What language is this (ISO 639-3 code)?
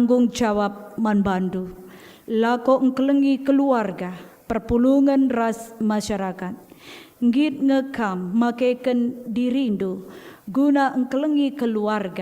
btx